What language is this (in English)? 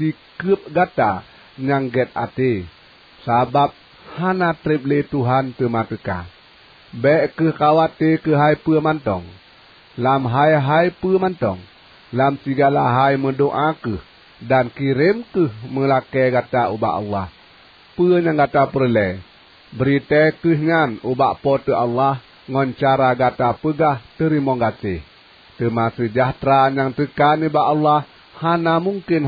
Achinese